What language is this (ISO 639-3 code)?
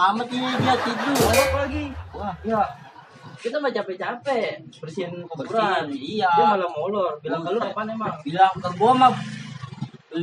bew